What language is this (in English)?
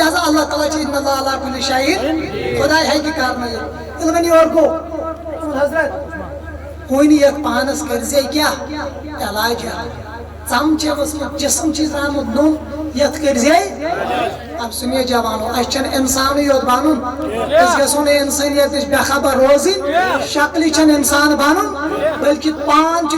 Kashmiri